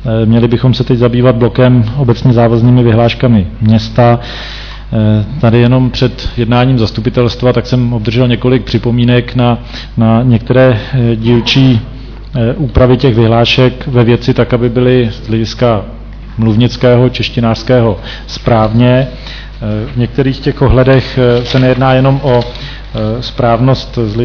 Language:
Czech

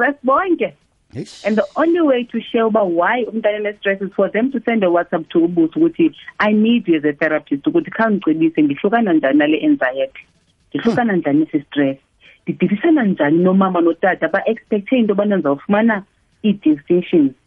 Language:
Xhosa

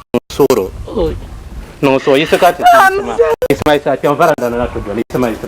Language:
Dagbani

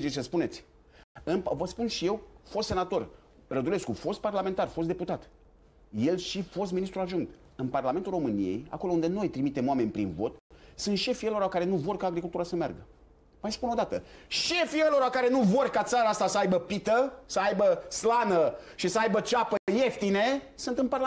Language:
Romanian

